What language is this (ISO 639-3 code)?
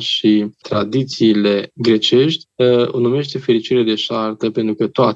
ron